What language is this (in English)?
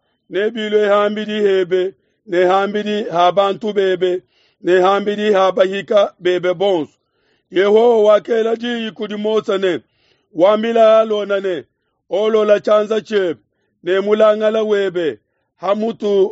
Luba-Lulua